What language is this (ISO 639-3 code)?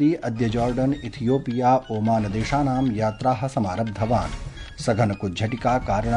san